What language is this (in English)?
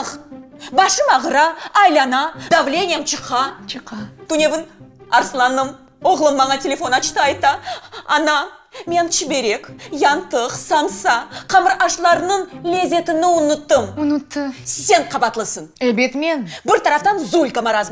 Crimean Tatar